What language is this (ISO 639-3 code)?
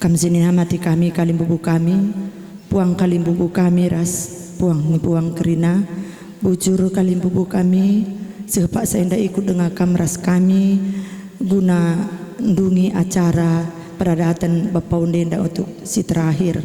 btx